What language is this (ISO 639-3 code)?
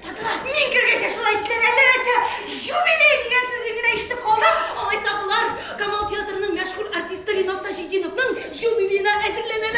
tat